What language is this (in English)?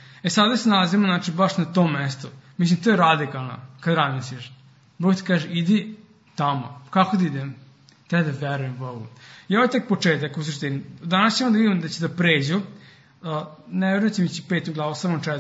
Serbian